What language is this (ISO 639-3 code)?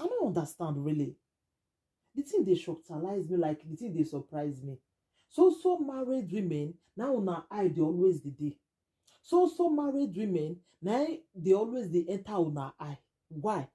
pcm